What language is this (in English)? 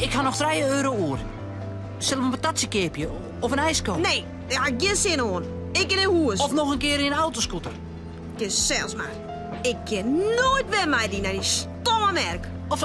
Western Frisian